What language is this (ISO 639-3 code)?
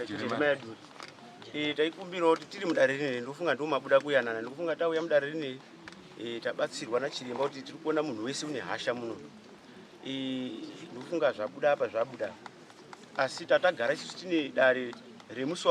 sna